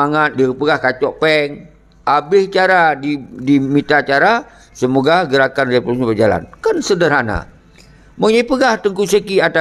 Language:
Achinese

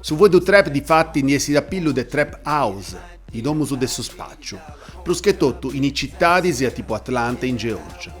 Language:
Sardinian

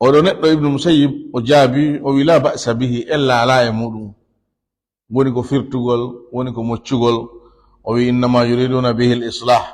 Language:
Fula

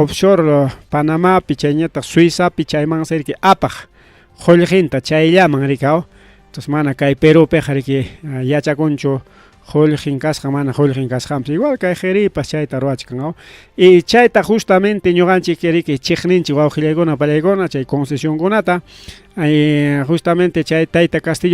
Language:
Ayacucho Quechua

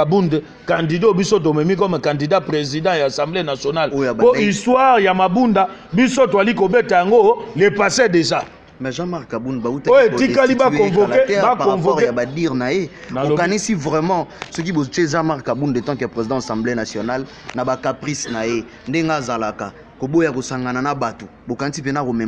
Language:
Lingala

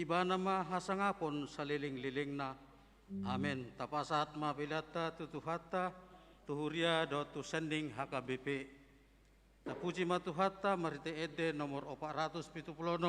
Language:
Batak Toba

